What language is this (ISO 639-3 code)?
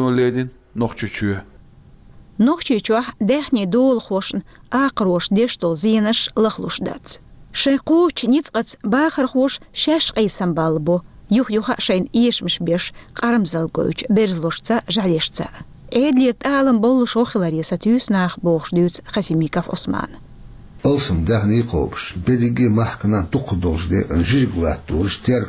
che